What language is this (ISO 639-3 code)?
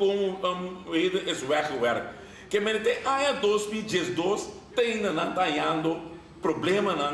pap